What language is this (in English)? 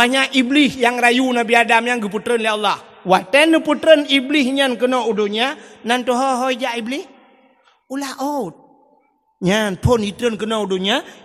Achinese